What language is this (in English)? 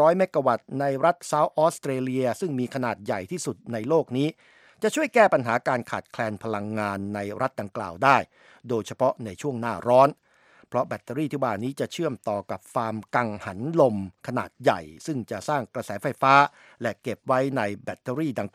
Thai